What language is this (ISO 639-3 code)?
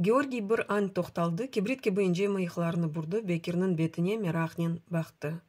crh